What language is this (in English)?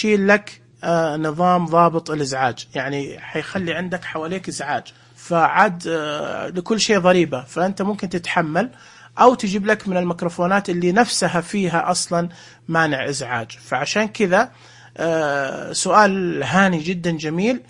Najdi Arabic